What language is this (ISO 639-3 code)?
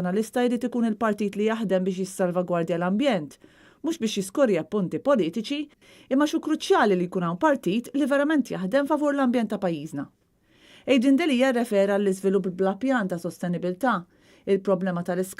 mlt